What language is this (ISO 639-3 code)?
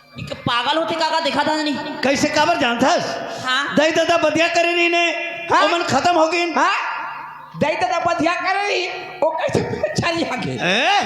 hne